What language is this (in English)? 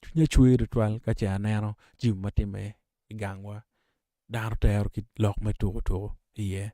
Acoli